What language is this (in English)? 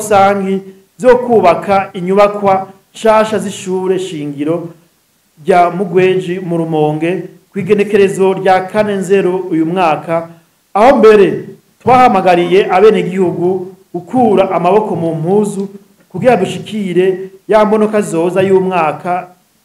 Rundi